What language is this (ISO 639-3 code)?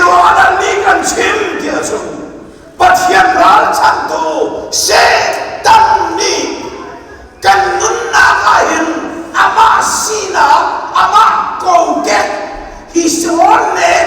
cnh